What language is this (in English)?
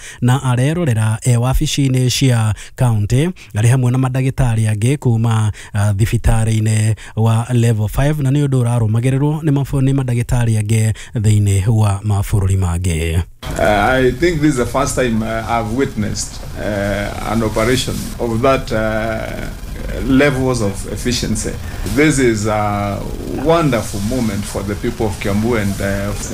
Kikuyu